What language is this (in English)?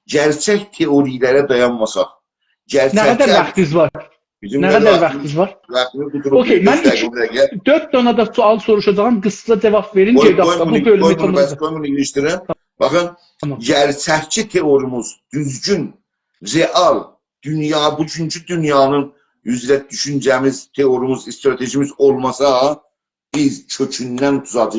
South Azerbaijani